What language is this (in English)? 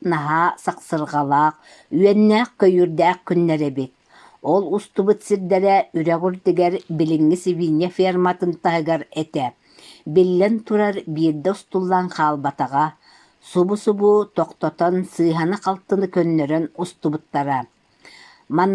Yakut